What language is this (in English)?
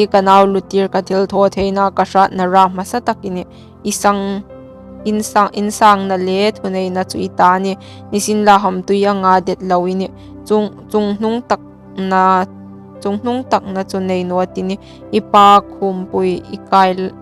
Hmar